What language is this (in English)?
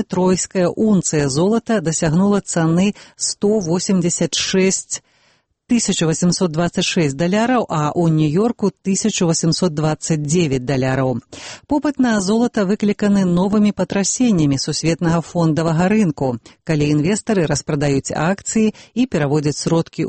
Belarusian